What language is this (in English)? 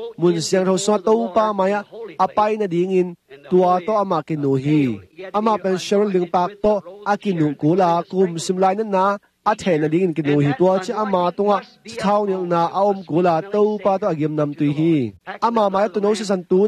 Tedim Chin